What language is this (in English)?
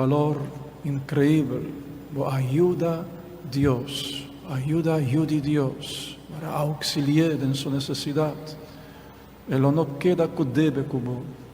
Papiamento